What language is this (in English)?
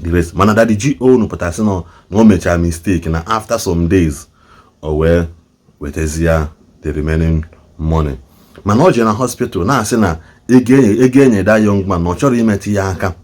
Igbo